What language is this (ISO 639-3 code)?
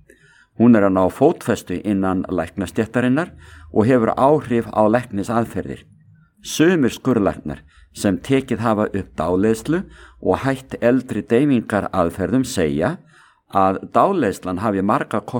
isl